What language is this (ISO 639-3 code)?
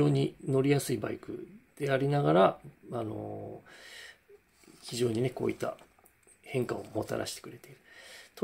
jpn